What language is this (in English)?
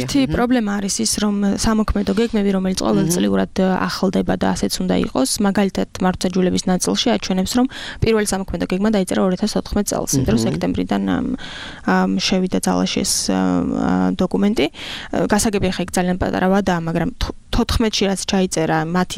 Georgian